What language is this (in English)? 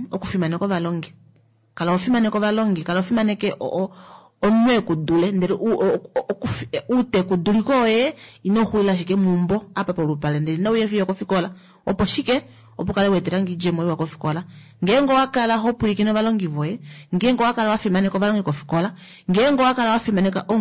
Kuanyama